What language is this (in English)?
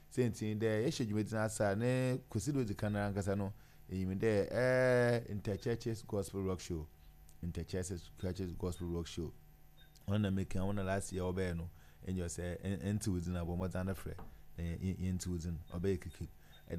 Akan